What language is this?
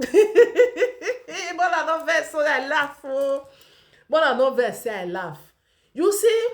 Nigerian Pidgin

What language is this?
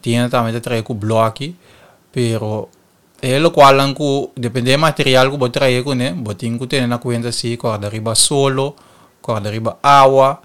Papiamento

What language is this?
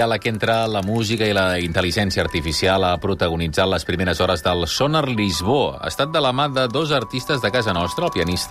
Catalan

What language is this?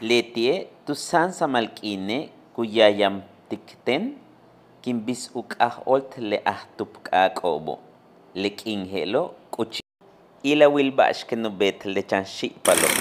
Yucateco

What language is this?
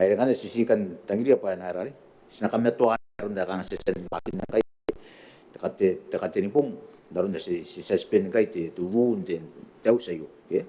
Gilbertese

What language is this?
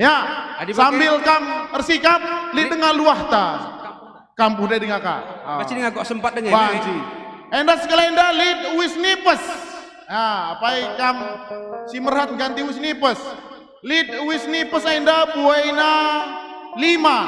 Batak Karo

